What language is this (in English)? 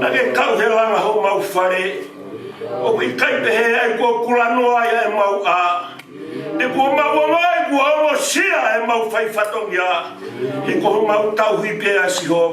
Tongan